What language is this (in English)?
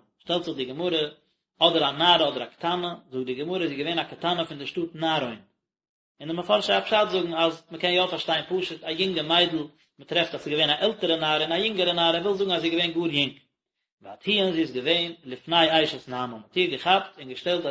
Yiddish